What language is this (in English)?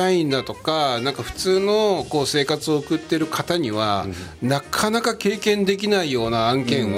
Japanese